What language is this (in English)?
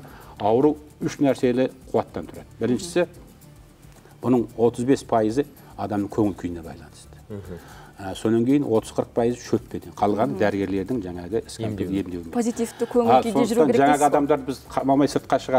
Kazakh